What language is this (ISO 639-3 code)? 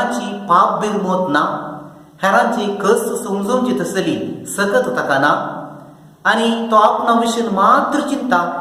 kok